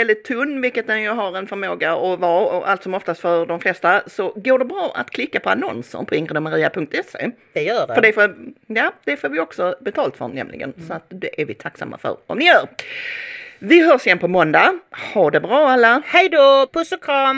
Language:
Swedish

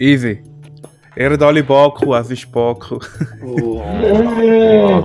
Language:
Swiss German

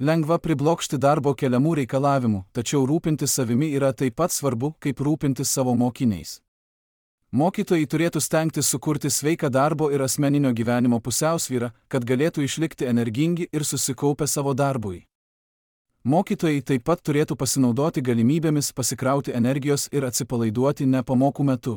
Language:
Lithuanian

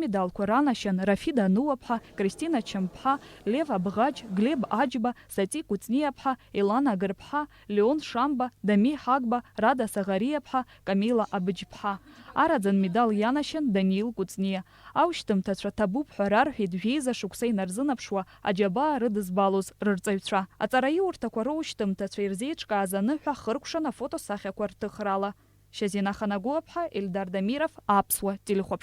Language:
Abkhazian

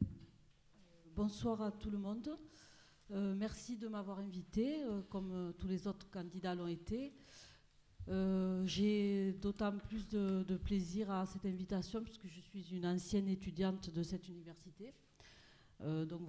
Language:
French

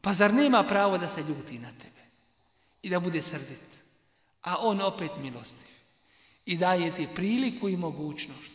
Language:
Bosnian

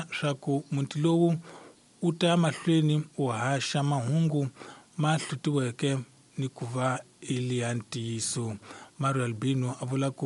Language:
Tsonga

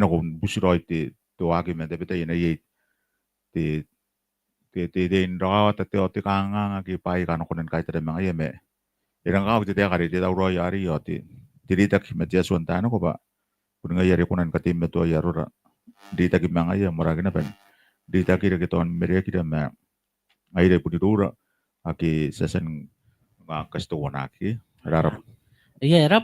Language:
Gilbertese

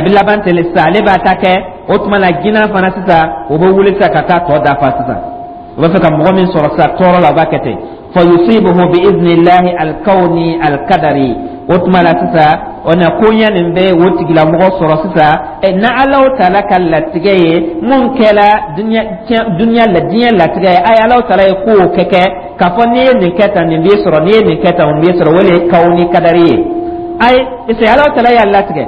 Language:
Dyula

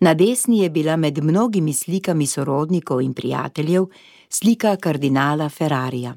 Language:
Slovenian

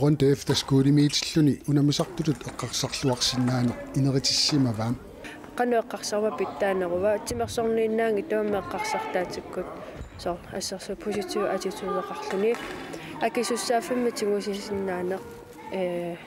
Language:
Kalaallisut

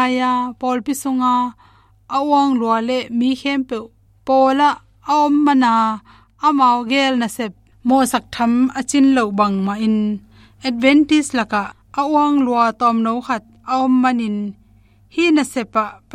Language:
Tedim Chin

